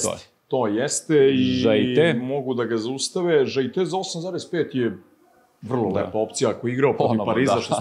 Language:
Serbian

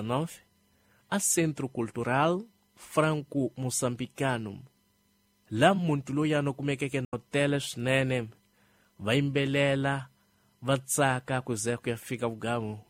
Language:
Tsonga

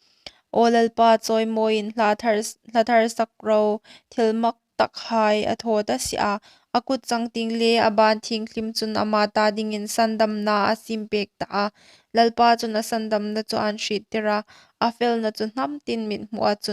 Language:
Hmar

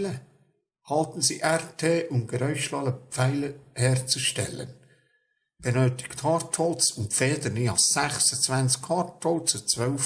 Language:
Swiss German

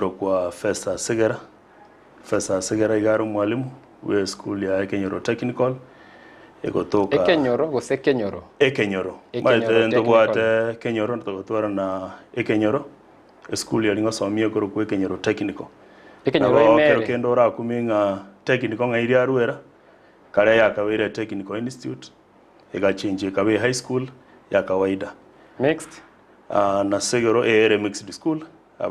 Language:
Gusii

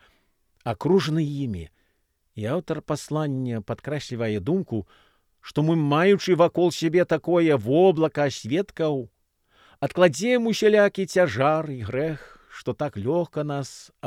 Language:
Belarusian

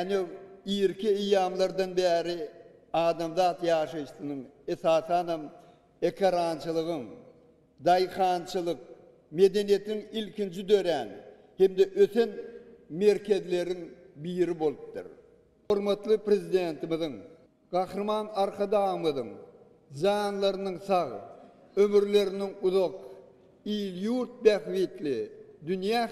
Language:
Turkmen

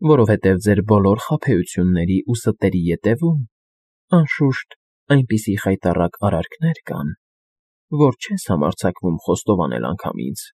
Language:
Armenian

